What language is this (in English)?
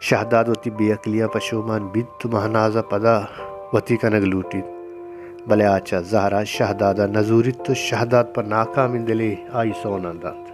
Baluchi